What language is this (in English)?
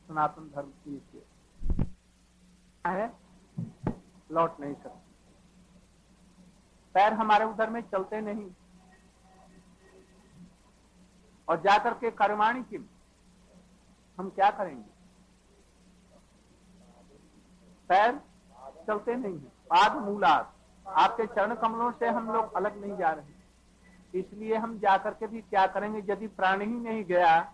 Hindi